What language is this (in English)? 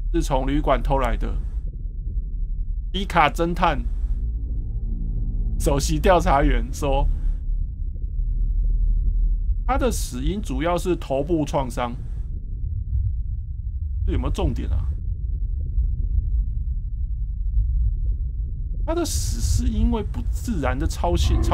Chinese